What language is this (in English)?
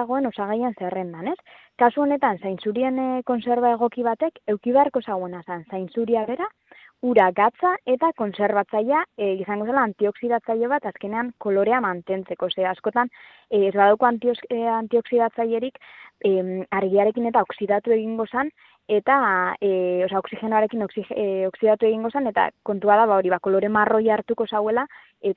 Basque